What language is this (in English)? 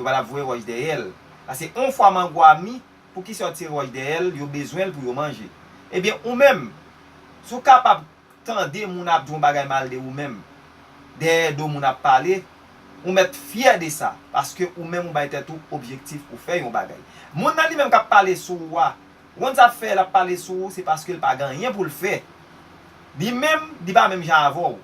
Haitian Creole